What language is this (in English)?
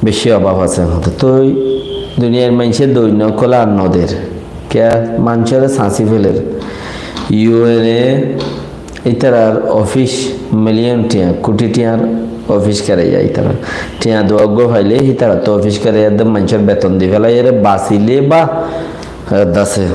Rohingya